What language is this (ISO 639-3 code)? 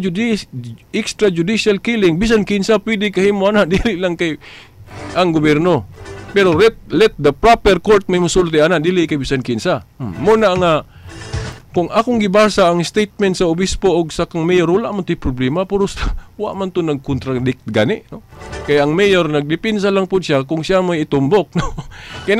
ceb